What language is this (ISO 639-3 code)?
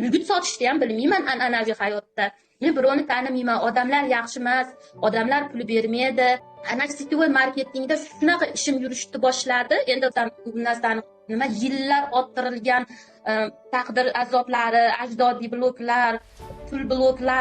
uzb